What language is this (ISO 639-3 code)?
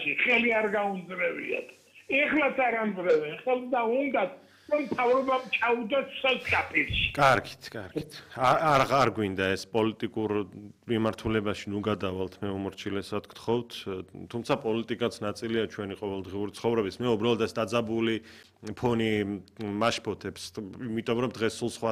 kat